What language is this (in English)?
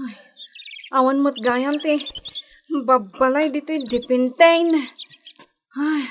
Iloko